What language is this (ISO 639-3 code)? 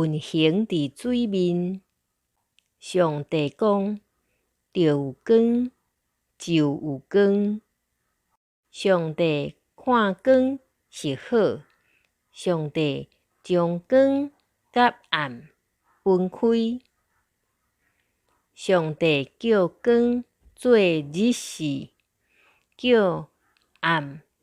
nan